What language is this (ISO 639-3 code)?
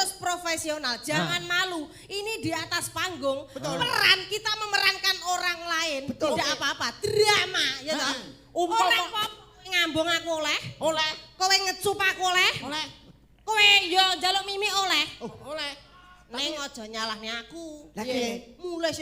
jav